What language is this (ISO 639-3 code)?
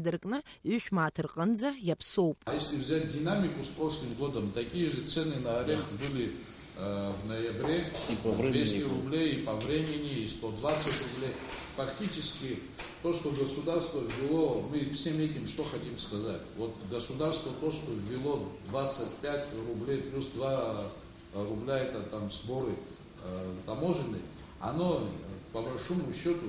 abk